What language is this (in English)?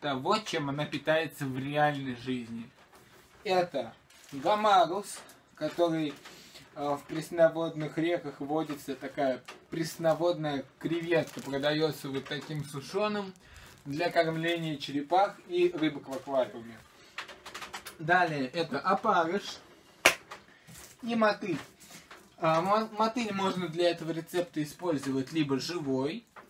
Russian